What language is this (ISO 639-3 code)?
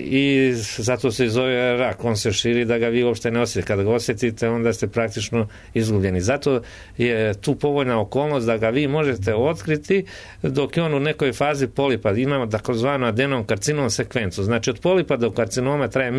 srp